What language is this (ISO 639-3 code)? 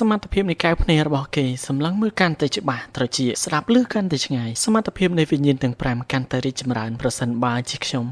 khm